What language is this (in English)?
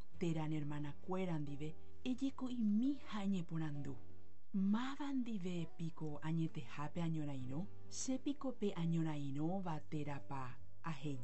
Guarani